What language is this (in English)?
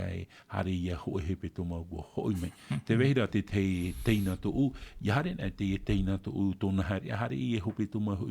Tahitian